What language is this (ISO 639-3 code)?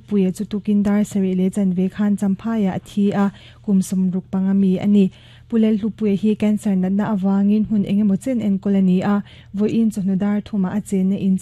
lus